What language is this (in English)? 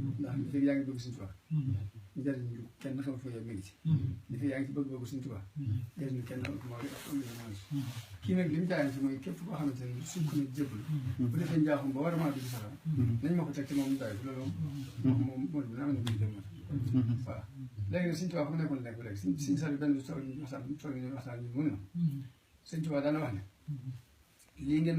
Wolof